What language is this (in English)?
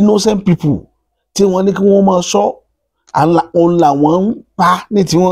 Yoruba